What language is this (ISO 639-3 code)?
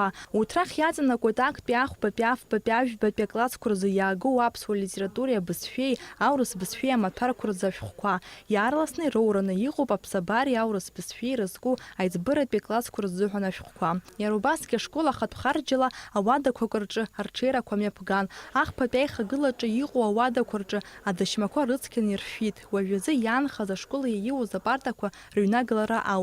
abk